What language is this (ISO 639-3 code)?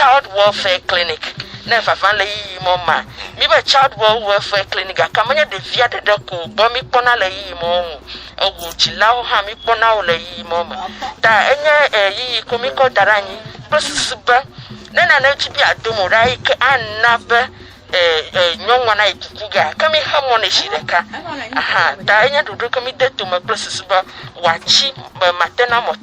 ewe